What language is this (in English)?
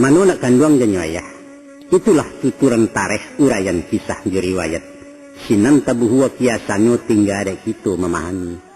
Minangkabau